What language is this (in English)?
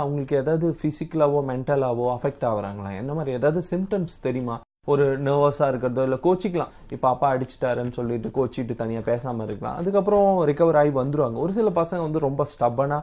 Tamil